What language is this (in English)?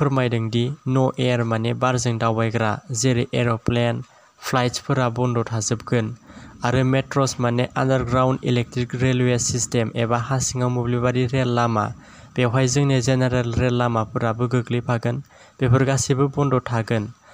Bodo